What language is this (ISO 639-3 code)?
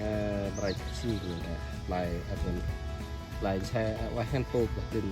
cmo